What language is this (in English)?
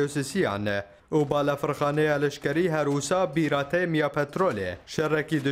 Kurdish